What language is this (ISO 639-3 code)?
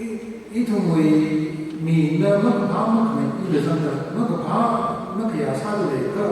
nmf